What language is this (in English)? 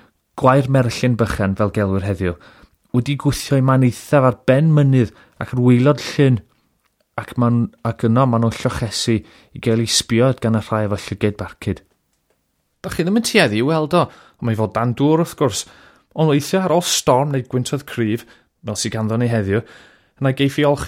Welsh